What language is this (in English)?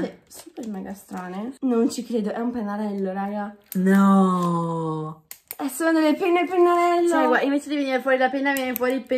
Italian